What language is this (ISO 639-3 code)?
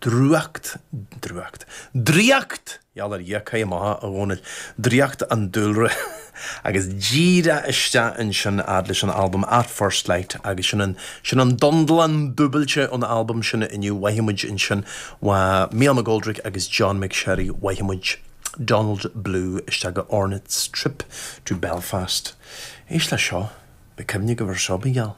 gle